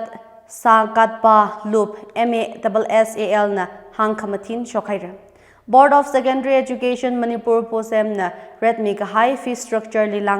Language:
Tangkhul Naga (India)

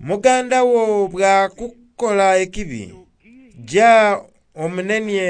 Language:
Soga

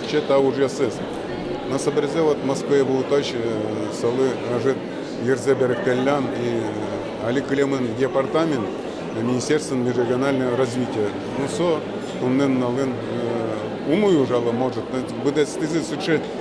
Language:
Udmurt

